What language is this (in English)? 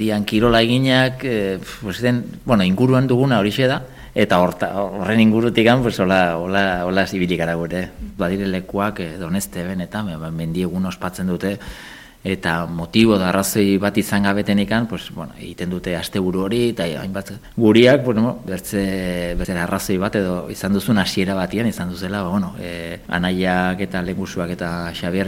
Basque